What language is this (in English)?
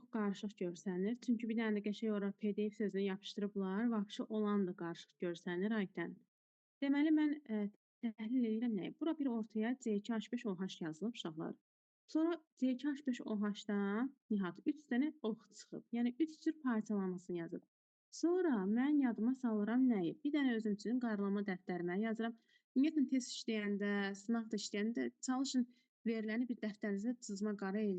Azerbaijani